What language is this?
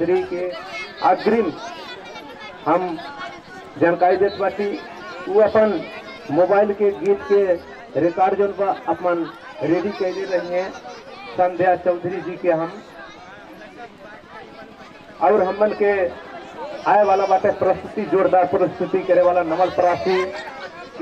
Bhojpuri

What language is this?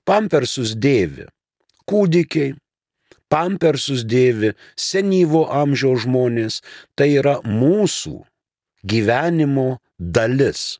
Lithuanian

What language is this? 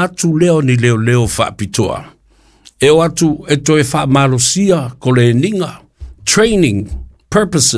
Samoan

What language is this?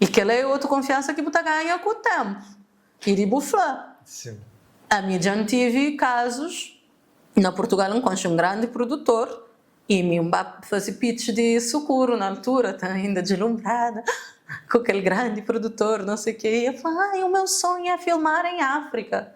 Kabuverdianu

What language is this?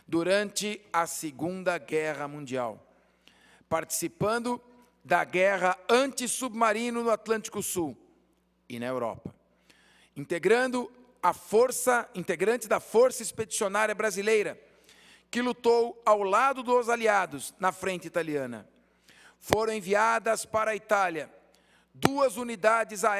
Portuguese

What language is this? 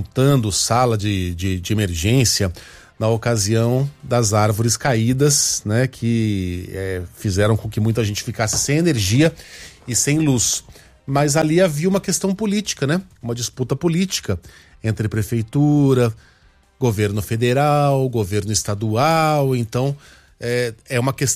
Portuguese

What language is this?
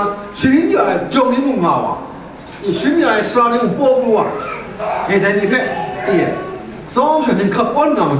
Kachin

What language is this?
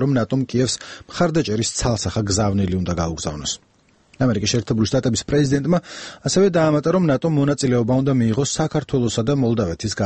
Georgian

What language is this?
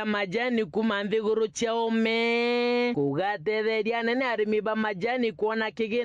Meru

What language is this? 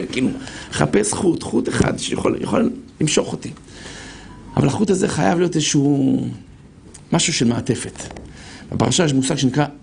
Hebrew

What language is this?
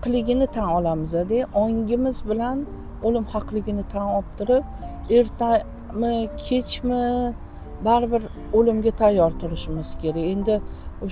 Uzbek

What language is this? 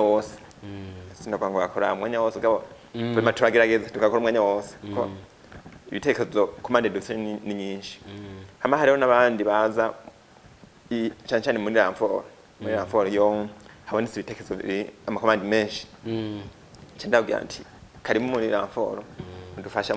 Rundi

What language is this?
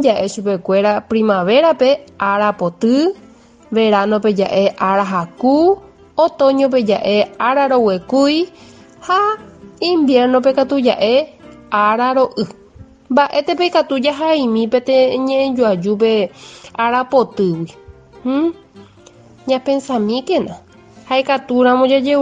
Guarani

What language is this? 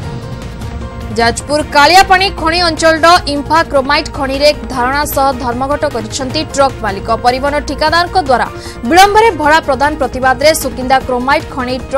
Odia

